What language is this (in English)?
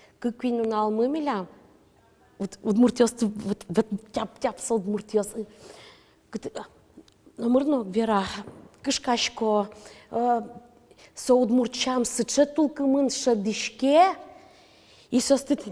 Udmurt